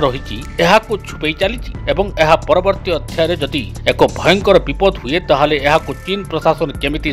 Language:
Odia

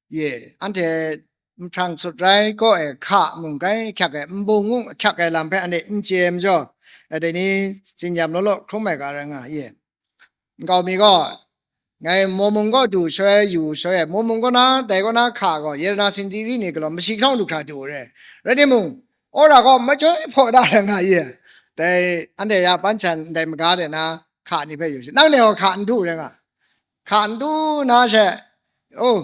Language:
Kachin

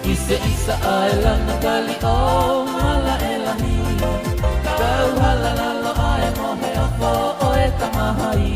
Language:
Tongan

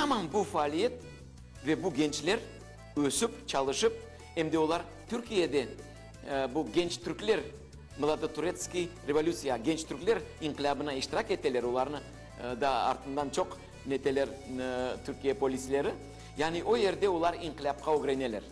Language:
Crimean Tatar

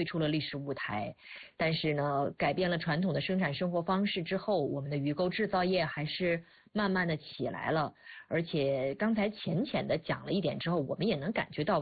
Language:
Chinese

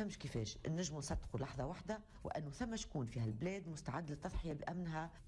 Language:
Tunisian Arabic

